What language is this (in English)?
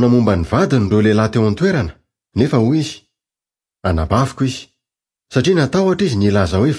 Malagasy